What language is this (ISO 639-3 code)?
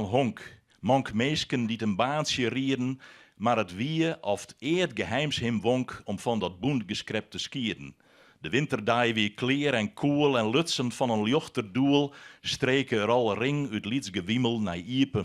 fry